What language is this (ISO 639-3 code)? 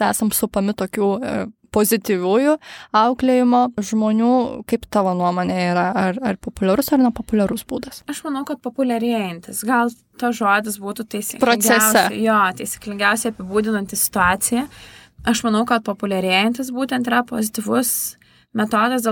lit